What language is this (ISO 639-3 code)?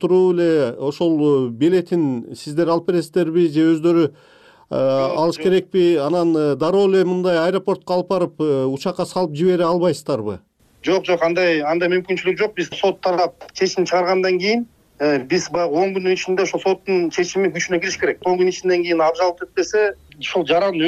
kir